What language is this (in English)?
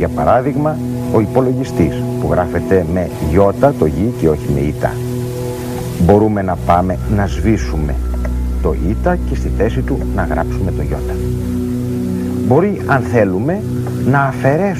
Greek